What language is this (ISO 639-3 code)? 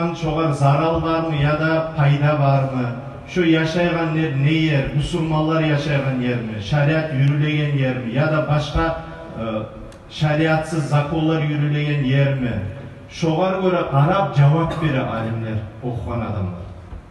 kum